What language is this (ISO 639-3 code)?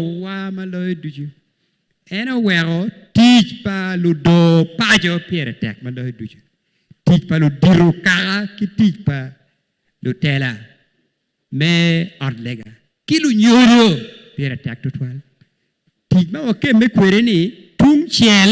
ach